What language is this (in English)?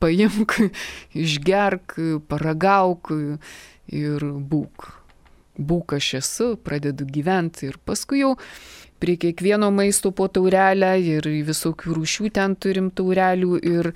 Lithuanian